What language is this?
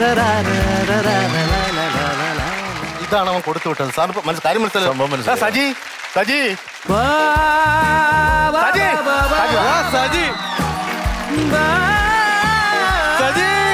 Malayalam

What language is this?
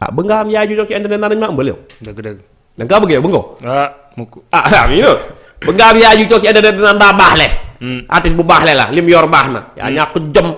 Wolof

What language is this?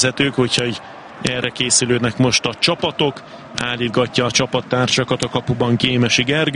Hungarian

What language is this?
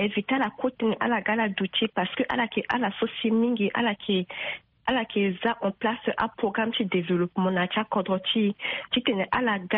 Sango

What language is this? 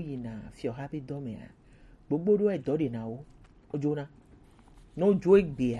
Gen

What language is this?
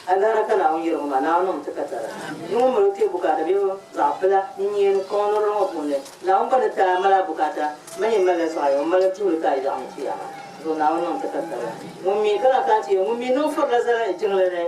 Dagbani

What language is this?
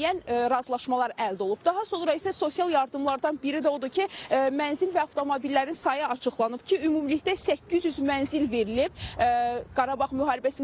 Azerbaijani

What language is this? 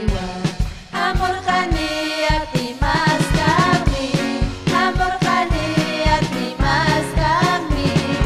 Ayacucho Quechua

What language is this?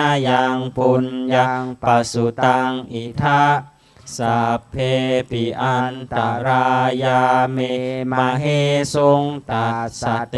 Pali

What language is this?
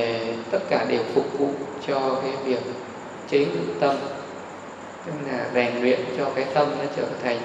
Vietnamese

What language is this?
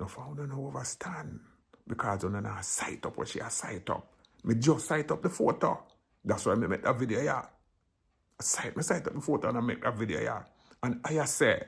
Jamaican Creole English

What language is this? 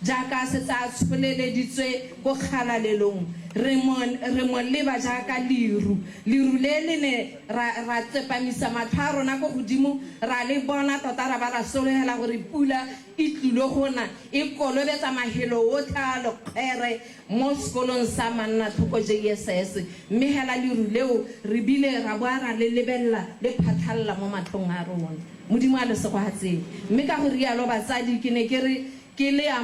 Tswana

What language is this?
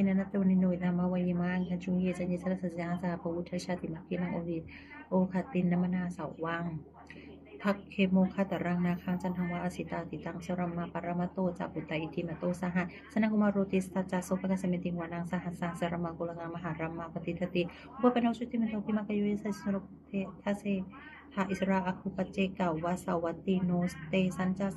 Pali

